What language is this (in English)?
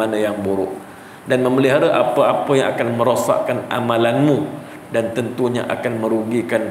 Malay